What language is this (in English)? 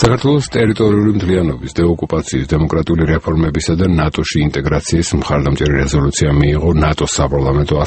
Georgian